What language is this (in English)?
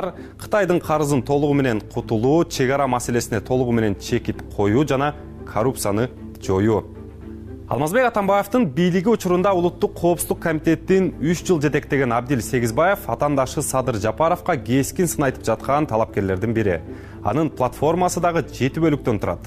Kyrgyz